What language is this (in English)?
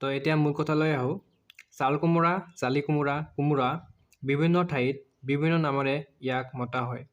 Assamese